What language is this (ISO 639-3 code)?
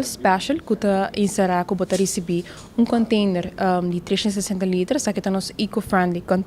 pap